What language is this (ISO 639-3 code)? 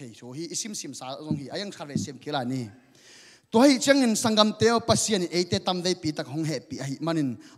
ctd